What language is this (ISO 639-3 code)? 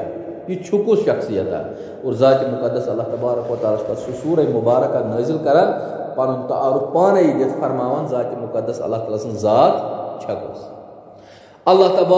kas